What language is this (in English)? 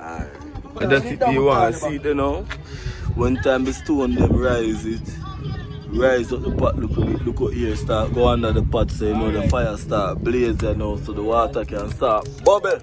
Jamaican Creole English